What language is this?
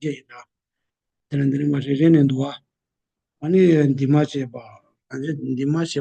Tibetan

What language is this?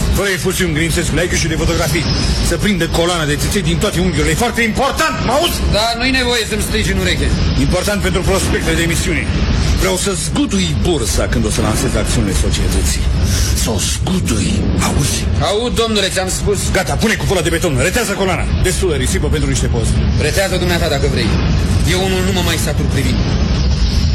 Romanian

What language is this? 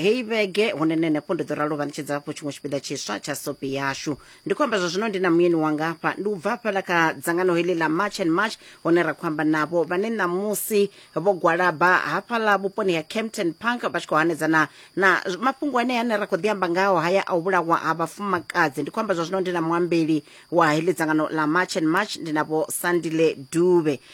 Venda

